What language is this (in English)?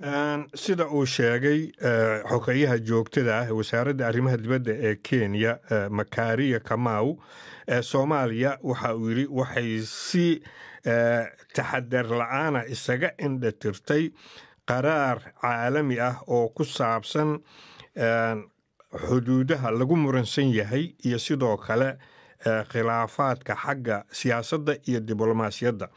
Somali